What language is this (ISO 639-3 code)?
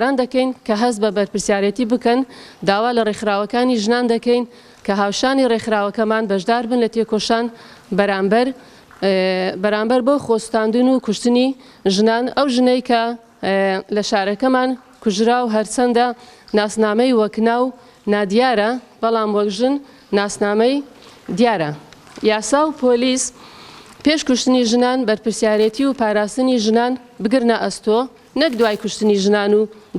ckb